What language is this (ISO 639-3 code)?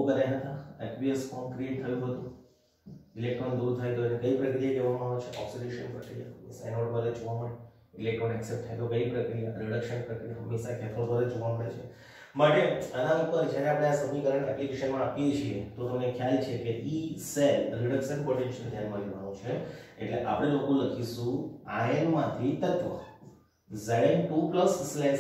guj